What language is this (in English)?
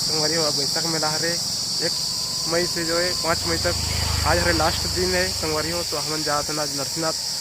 Chhattisgarhi